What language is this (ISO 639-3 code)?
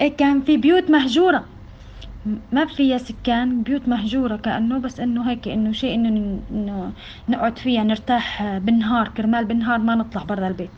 apc